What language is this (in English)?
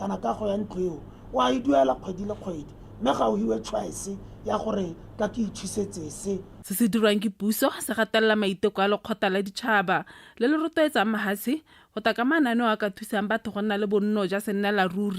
Tswana